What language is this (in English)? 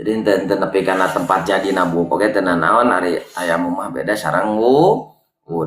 Sundanese